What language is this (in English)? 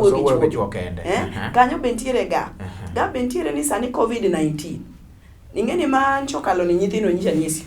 Luo (Kenya and Tanzania)